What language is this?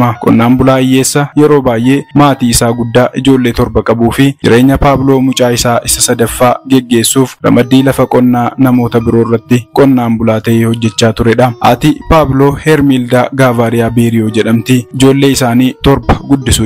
Oromo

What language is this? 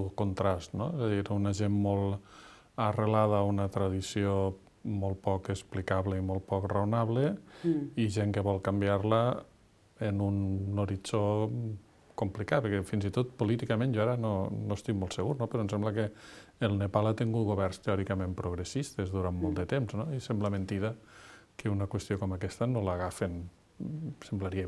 Catalan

